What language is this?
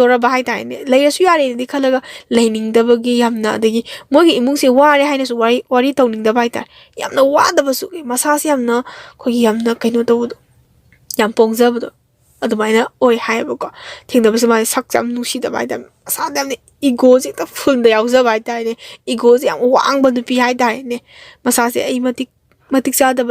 Manipuri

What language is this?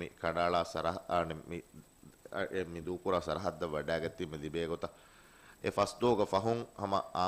Divehi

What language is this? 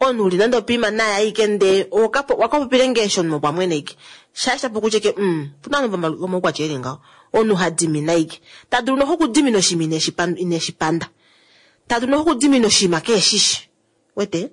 Kuanyama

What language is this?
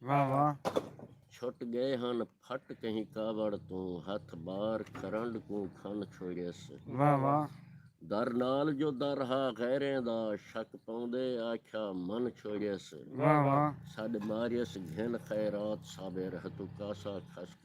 Saraiki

